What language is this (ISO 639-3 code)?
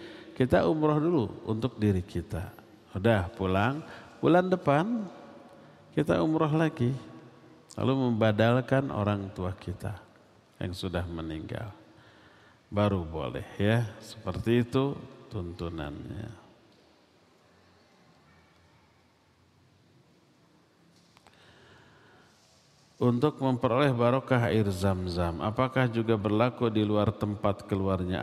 ind